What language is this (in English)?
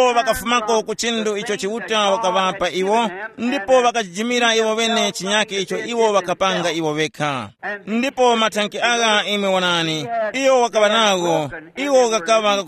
Tumbuka